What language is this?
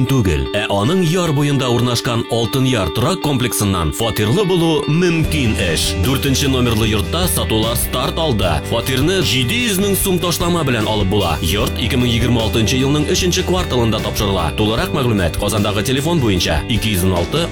Tatar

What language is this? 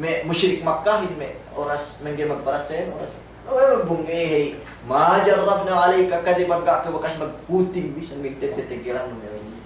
Yakan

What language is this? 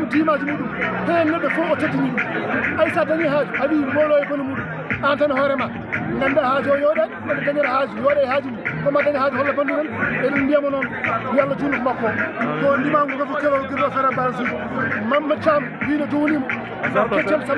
Fula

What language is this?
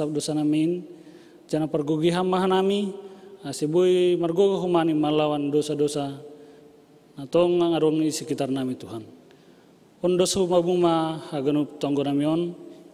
Batak Simalungun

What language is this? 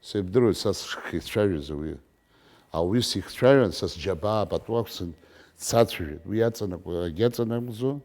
Abkhazian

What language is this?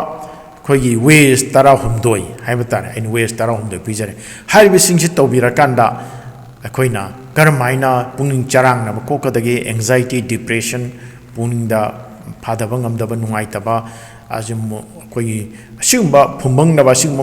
Manipuri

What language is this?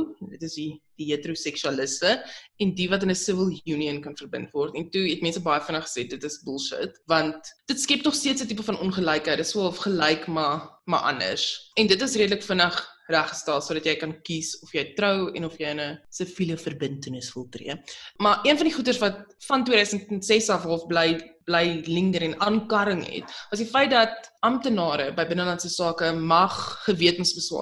Afrikaans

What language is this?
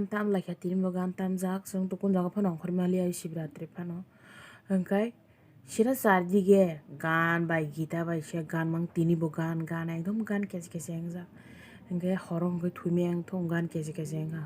Kok Borok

